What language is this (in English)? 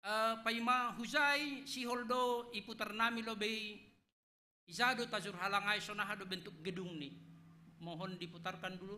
Batak Simalungun